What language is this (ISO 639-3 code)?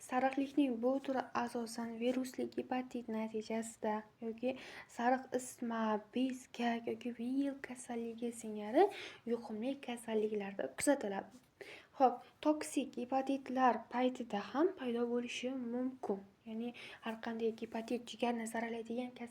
uzb